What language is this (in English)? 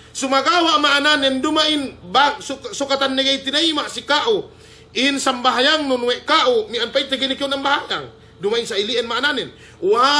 Yakan